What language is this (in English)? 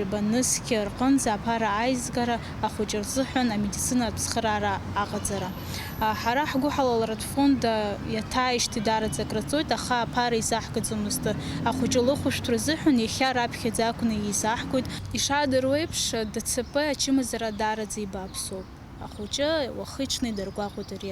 Abkhazian